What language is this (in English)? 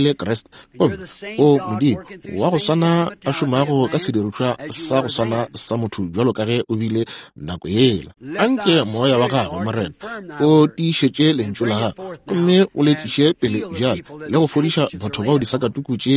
Northern Sotho